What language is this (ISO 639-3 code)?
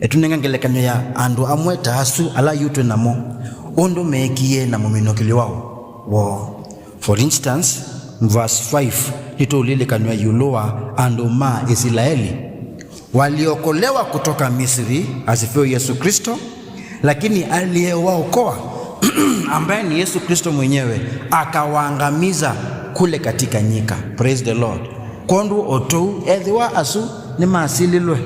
kam